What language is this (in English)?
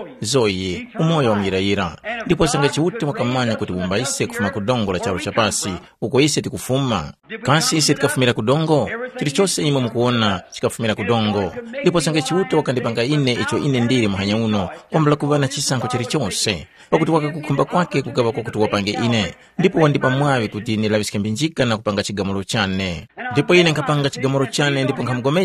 Tumbuka